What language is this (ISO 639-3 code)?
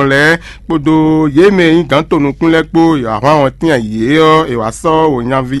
fon